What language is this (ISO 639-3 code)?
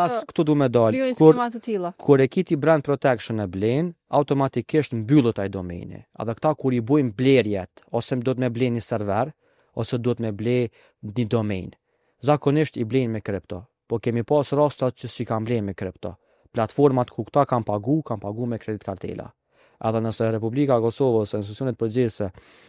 sqi